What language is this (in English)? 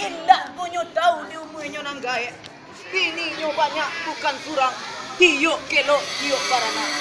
Minangkabau